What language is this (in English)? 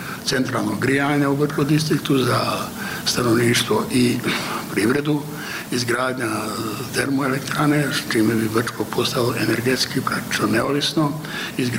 Bosnian